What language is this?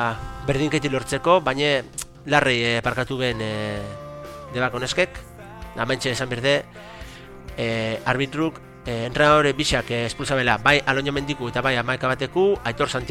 Basque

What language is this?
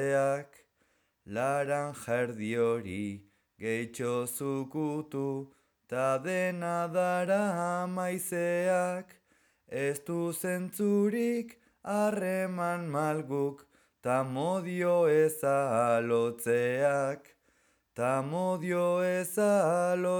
Basque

